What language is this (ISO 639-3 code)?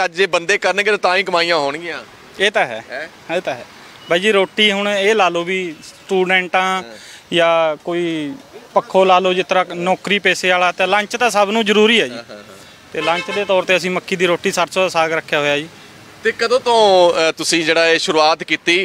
pan